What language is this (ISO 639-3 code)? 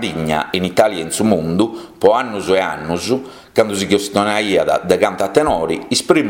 srd